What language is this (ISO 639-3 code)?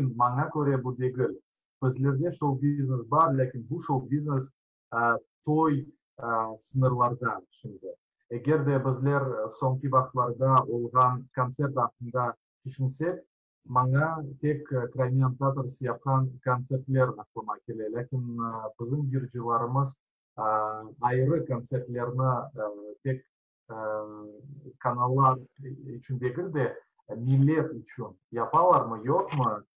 crh